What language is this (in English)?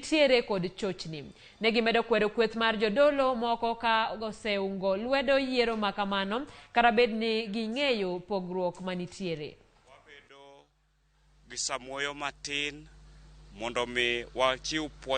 Luo (Kenya and Tanzania)